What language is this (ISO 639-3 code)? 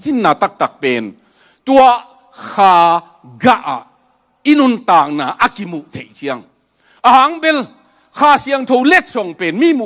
ctd